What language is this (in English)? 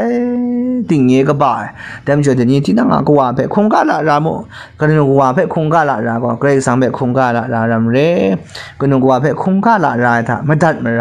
Kachin